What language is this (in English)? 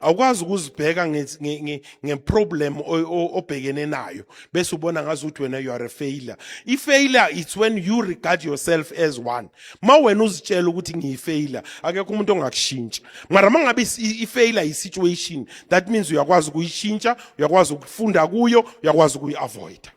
Zulu